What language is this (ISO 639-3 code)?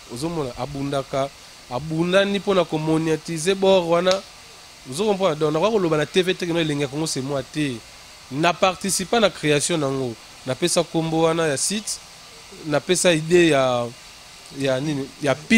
lin